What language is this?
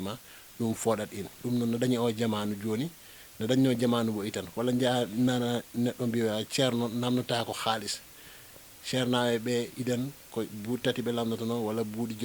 Fula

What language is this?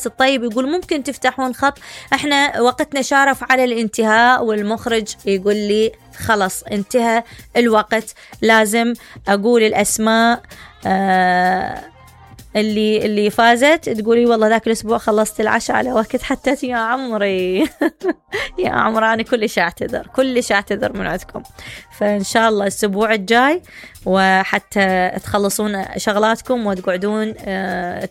Mesopotamian Arabic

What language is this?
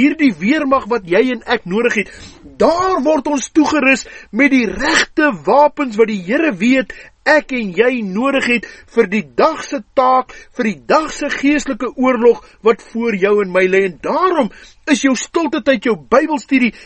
Afrikaans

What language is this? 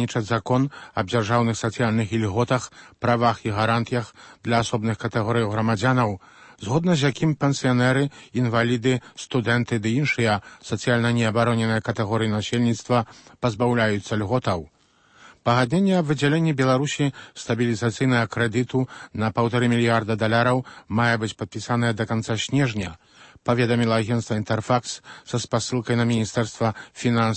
Belarusian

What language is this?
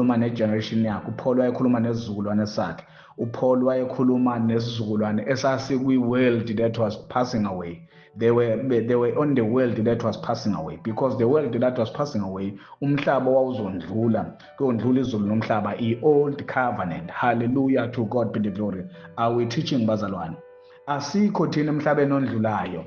Zulu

